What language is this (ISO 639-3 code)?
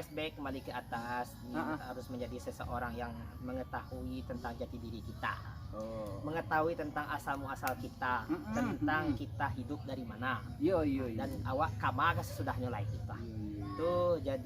min